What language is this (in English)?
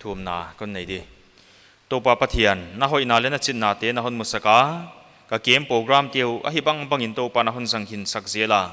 Paite Chin